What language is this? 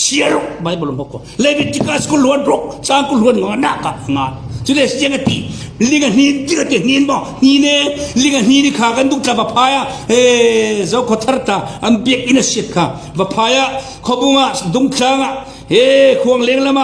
Falam Chin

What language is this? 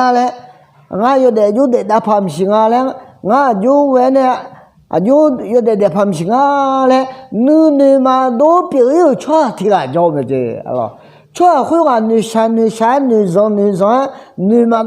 Akha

